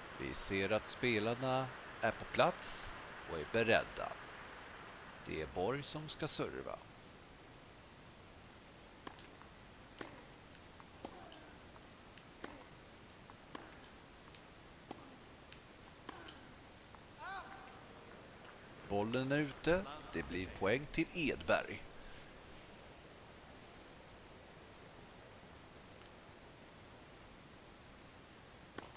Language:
Swedish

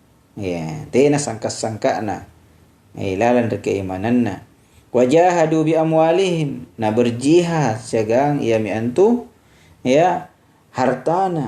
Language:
Makasar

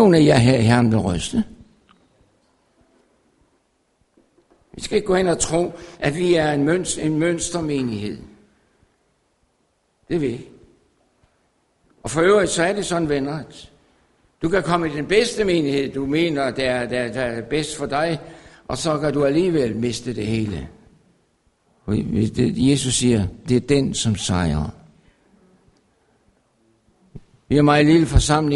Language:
Danish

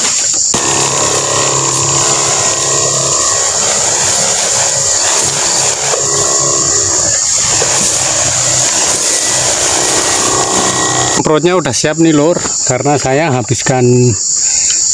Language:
Indonesian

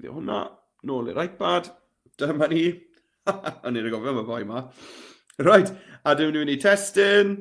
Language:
Welsh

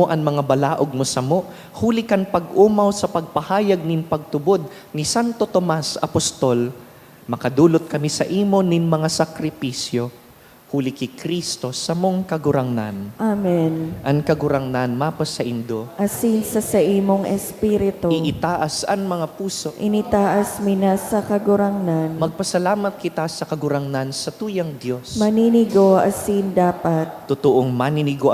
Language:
Bikol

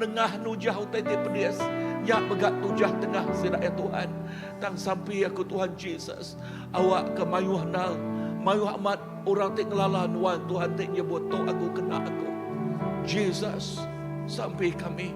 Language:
Iban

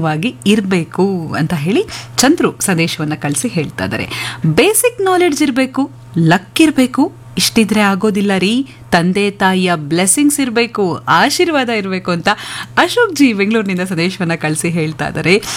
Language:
Kannada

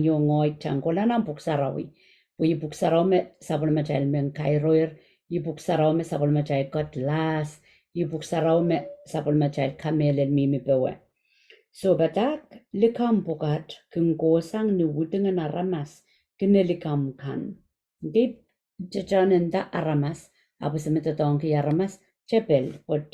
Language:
Pohnpeian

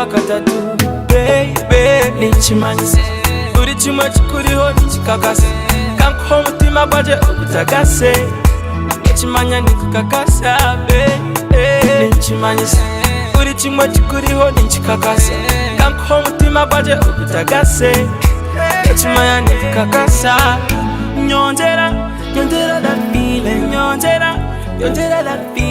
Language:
Nyankole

